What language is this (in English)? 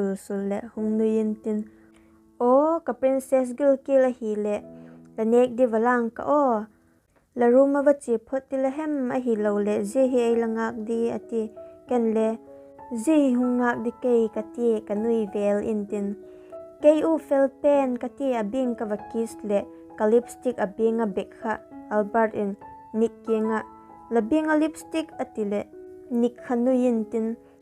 Vaiphei